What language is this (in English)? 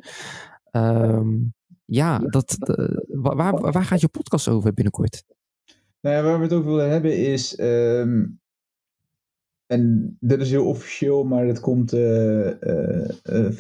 Dutch